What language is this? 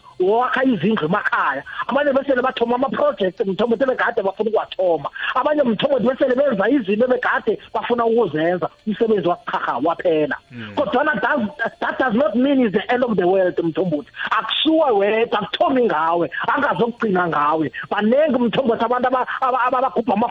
South Ndebele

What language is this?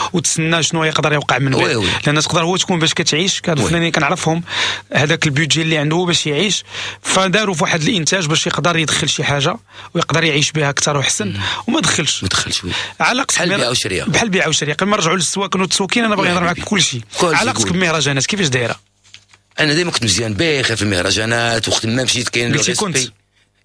Moroccan Arabic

